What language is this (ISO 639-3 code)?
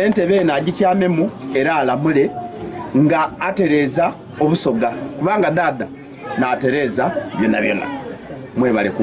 xog